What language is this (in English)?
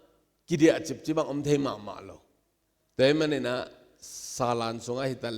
Tedim Chin